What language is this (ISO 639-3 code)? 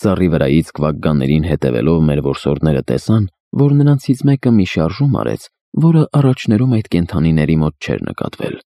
hye